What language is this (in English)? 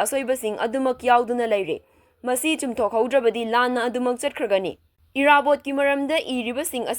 Manipuri